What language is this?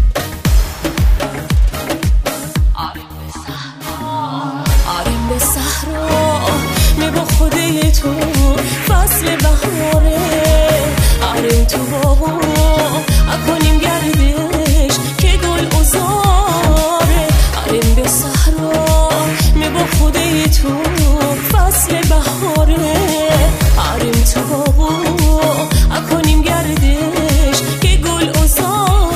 Persian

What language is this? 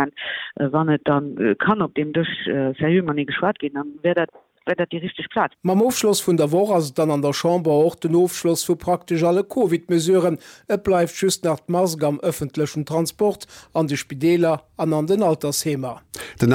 Luxembourgish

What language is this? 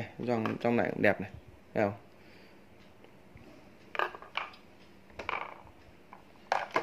Vietnamese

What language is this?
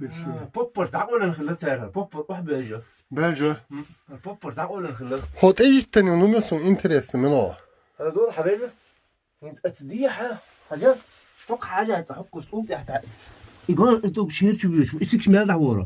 Chechen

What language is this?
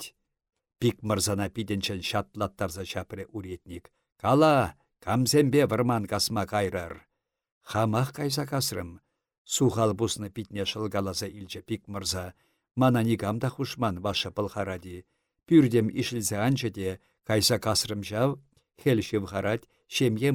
Chuvash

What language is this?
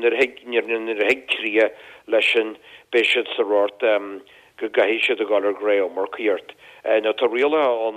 Irish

